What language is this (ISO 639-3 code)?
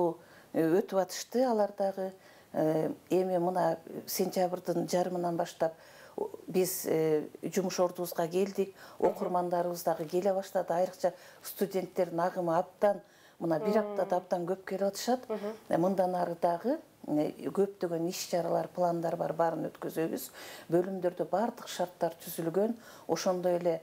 kir